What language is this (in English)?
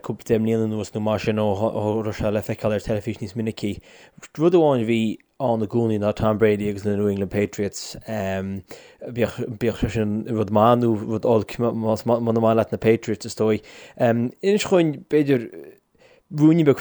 Irish